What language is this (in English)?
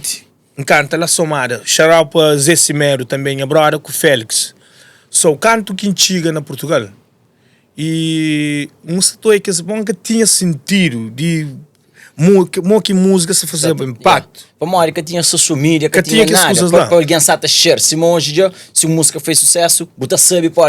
Kabuverdianu